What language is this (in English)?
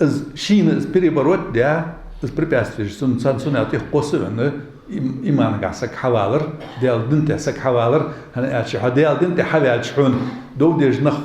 Ingush